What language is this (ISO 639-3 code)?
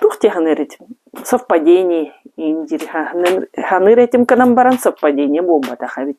sah